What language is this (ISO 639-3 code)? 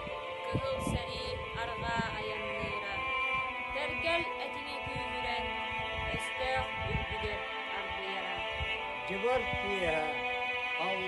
sah